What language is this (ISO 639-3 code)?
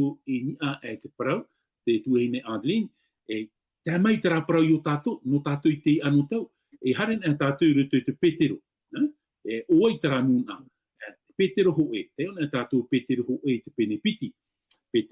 tah